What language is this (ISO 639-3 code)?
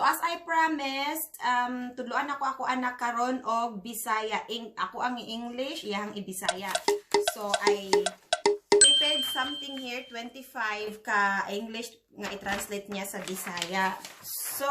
ceb